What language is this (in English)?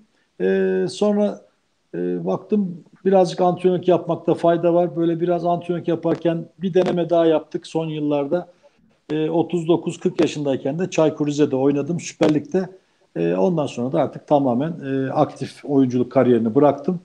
Turkish